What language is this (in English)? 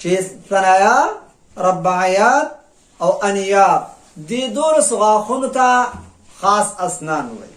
Pashto